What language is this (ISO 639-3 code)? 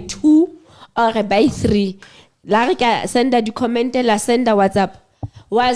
sot